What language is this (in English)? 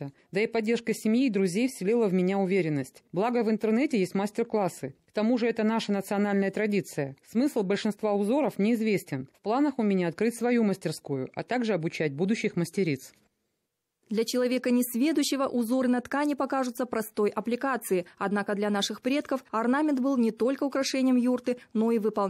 Russian